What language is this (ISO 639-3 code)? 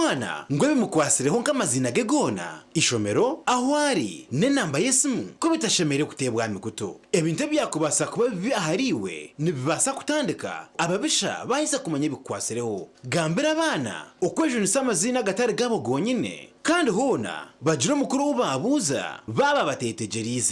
nyn